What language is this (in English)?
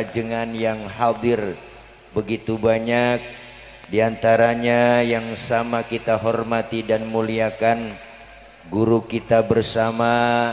Betawi